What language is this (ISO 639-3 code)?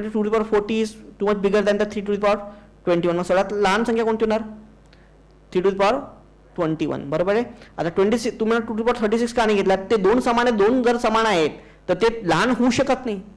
mar